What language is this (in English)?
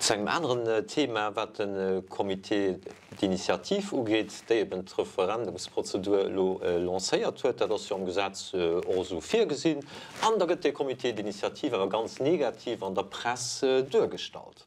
Luxembourgish